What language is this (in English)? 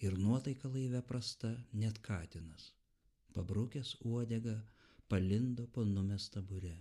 Lithuanian